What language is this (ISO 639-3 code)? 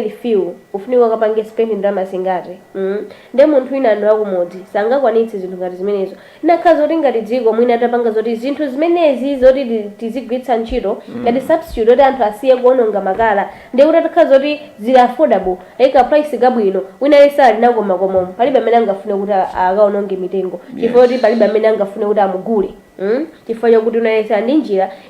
nya